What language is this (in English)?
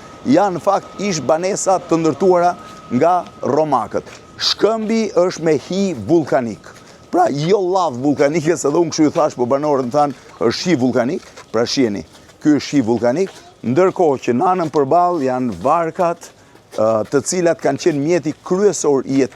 Albanian